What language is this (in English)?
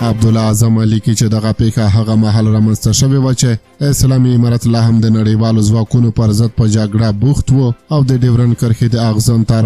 Pashto